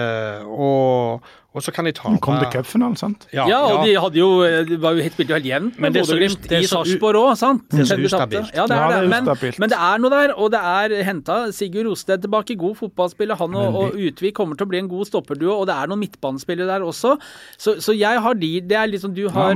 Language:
Norwegian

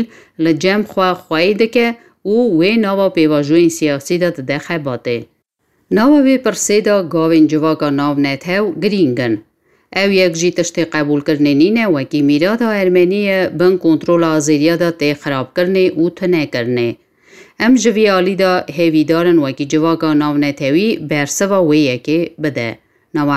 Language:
Kurdish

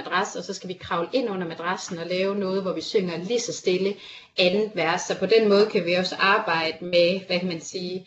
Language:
Danish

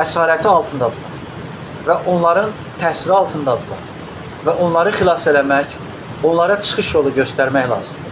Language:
Azerbaijani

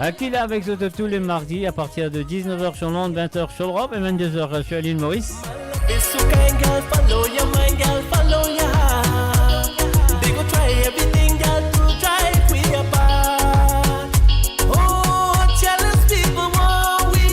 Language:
Morisyen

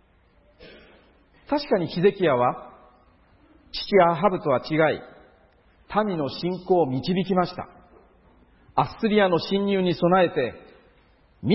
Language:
Japanese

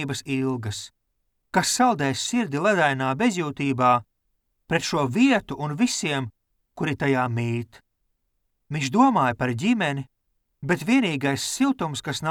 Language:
Latvian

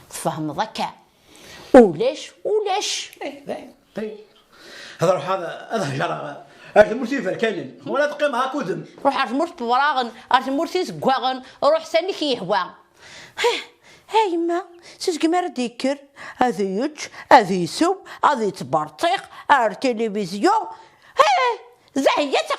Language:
Kabyle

